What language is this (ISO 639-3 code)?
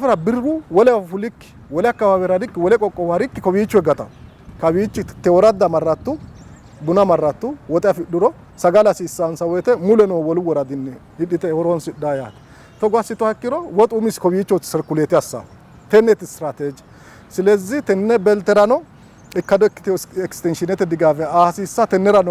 sid